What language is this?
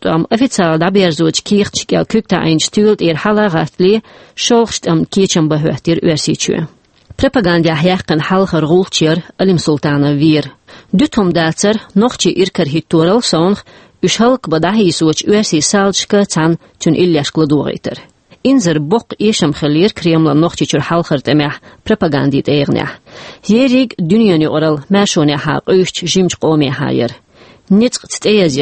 Chechen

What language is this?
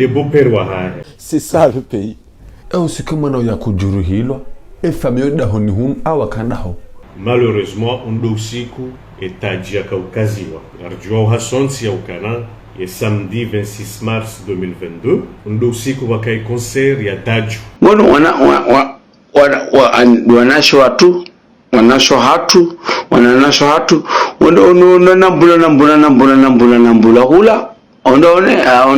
Ngazidja Comorian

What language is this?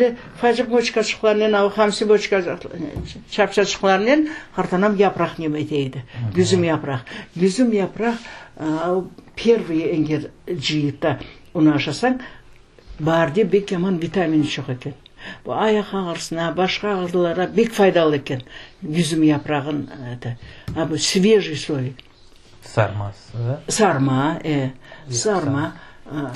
Crimean Tatar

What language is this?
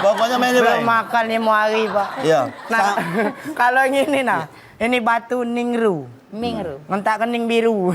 Musi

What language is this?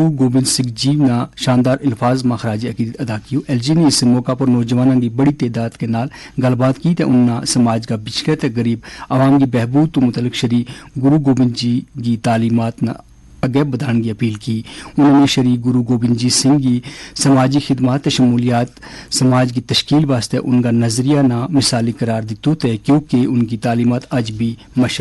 Gujari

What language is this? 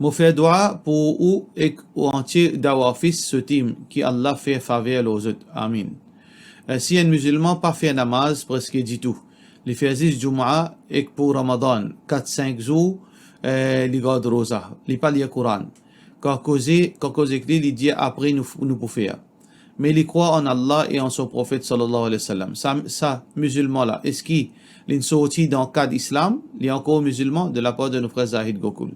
Morisyen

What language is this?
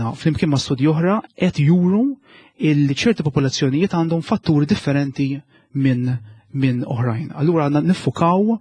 Maltese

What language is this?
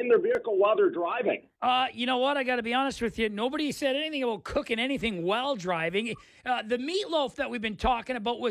English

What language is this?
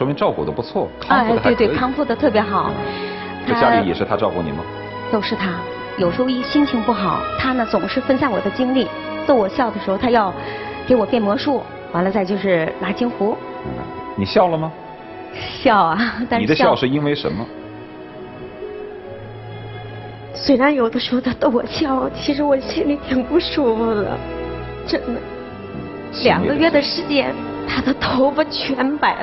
Chinese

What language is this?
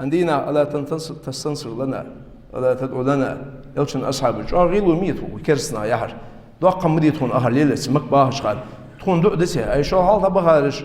Ingush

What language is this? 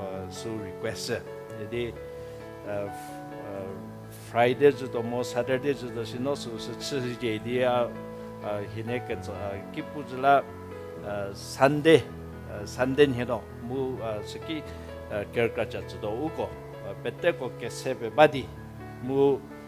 Angami Naga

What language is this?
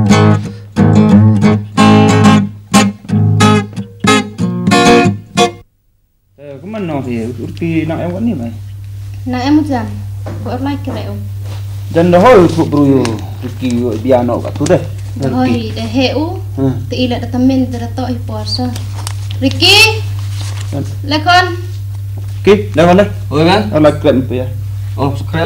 Khasi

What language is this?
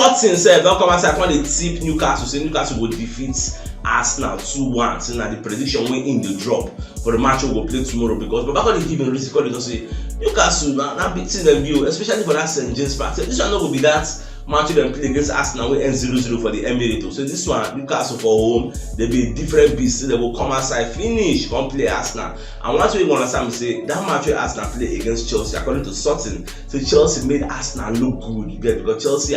Nigerian Pidgin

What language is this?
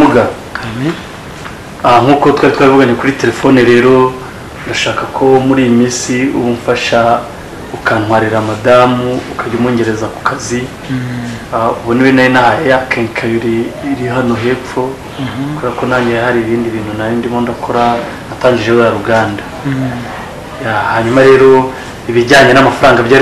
Kinyarwanda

